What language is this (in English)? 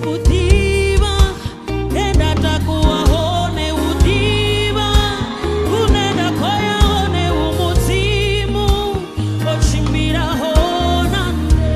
Venda